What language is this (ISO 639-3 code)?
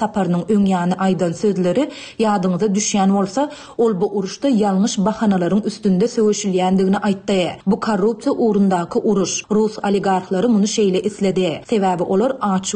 tuk